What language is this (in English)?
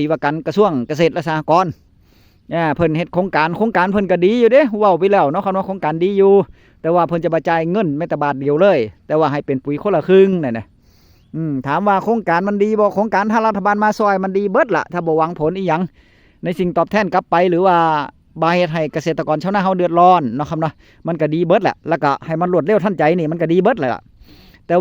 Northeastern Thai